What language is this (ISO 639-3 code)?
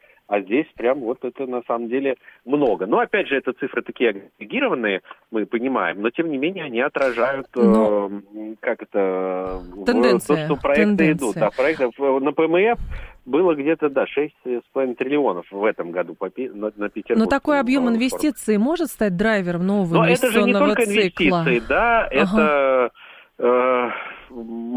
rus